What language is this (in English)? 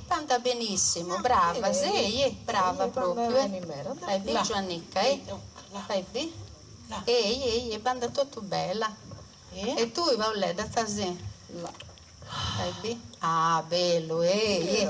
Sardinian